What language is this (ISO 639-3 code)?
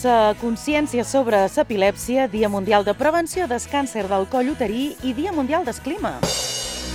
cat